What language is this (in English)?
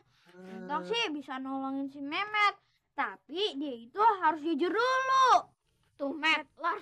Betawi